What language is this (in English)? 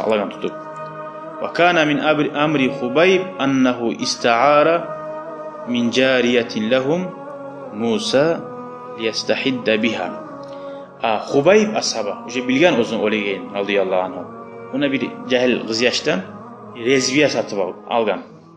Kumyk